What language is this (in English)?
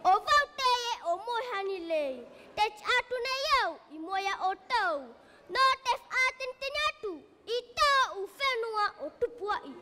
Tahitian